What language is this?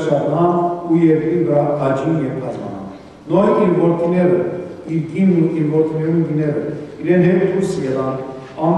Western Armenian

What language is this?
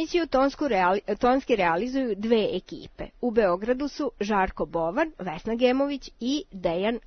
Serbian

